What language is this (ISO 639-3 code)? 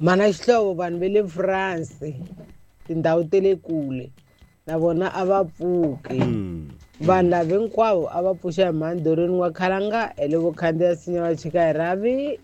tso